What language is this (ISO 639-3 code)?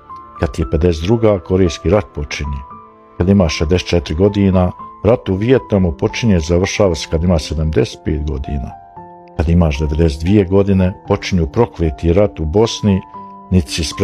bos